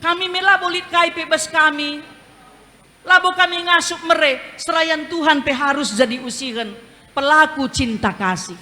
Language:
Batak Karo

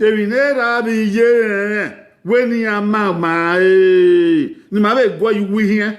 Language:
Bini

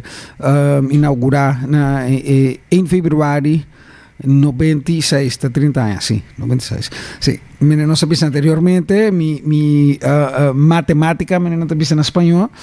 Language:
Papiamento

